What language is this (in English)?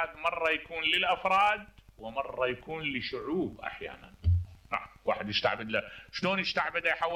Mesopotamian Arabic